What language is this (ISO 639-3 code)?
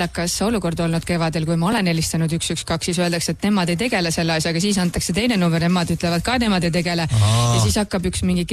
est